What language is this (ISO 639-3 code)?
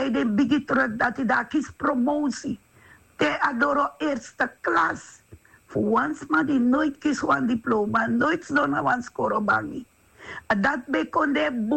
srn